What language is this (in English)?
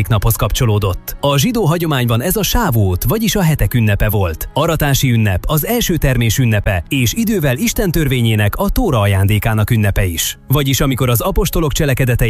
Hungarian